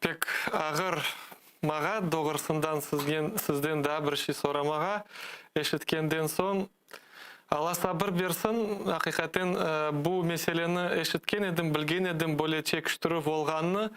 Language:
Crimean Tatar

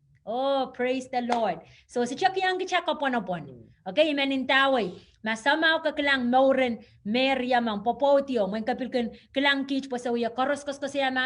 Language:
Pohnpeian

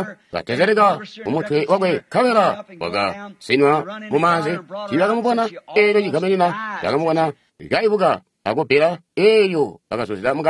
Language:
Tonga (Zambia)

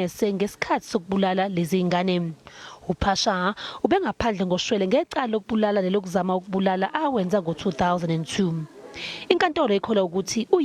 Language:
Zulu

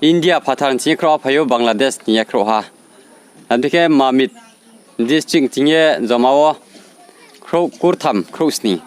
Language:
Riang (India)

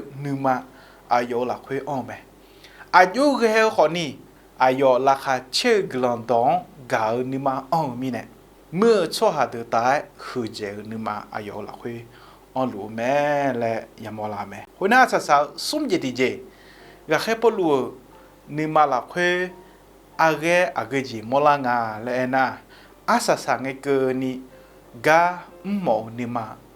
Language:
Akha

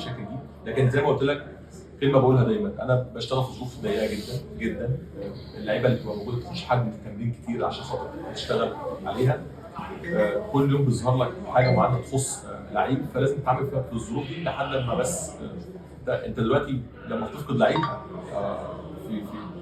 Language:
Egyptian Arabic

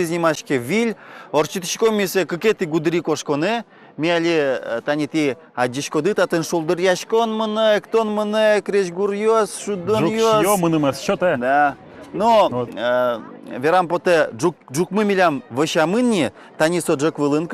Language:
Udmurt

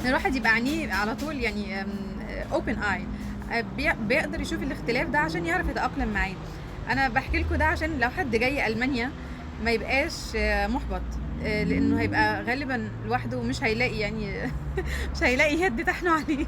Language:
Egyptian Arabic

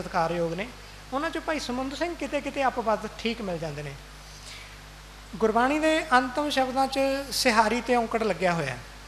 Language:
Punjabi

